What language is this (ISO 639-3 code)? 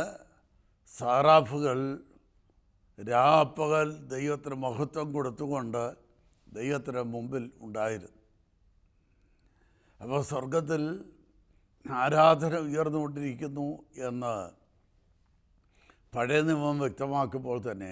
mal